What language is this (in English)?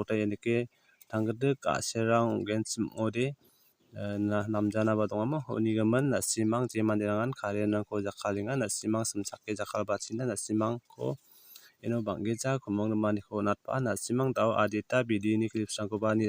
Garo